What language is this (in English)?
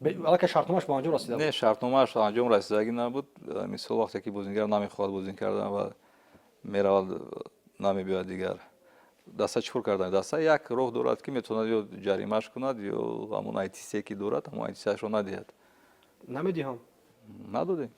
Tajik